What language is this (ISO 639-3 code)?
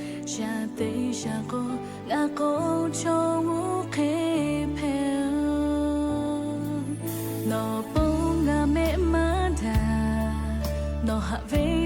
lhu